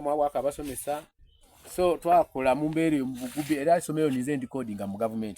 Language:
Soga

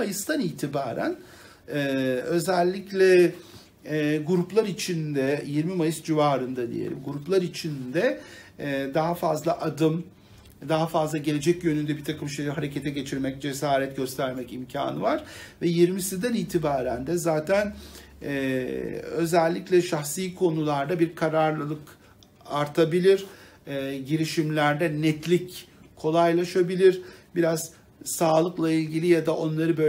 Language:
Turkish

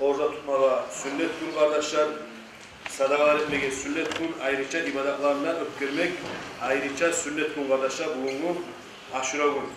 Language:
Kumyk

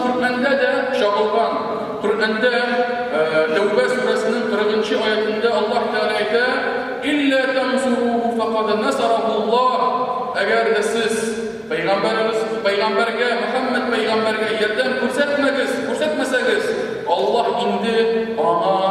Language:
Tatar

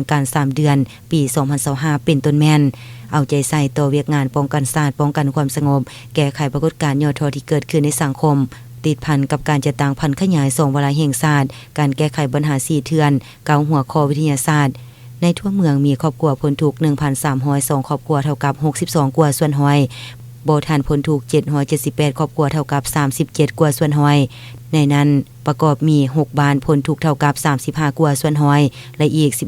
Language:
Lao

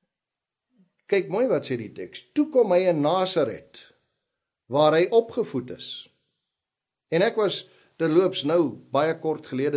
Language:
Afrikaans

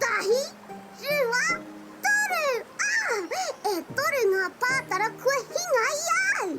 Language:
Māori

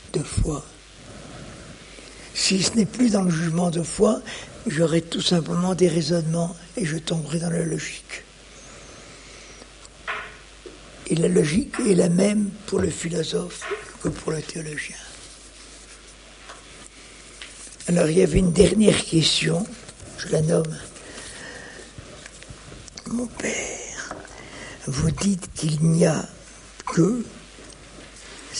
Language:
French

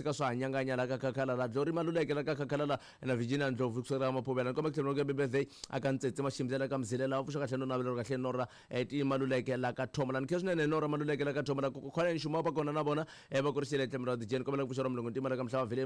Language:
Tsonga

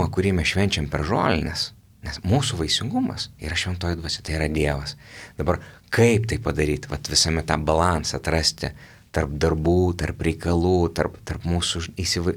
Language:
Lithuanian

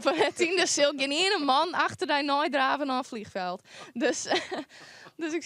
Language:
Western Frisian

